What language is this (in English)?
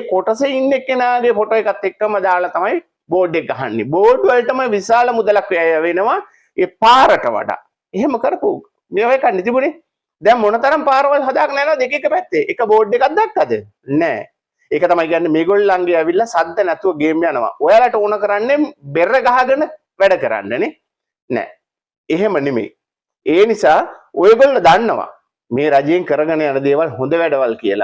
Sinhala